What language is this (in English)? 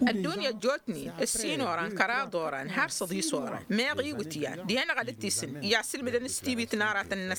Tamasheq